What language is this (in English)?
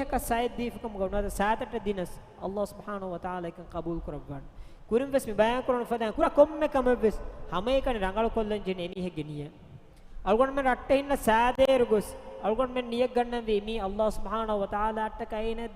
Divehi